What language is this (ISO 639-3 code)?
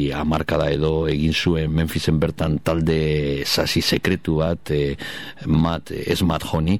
eus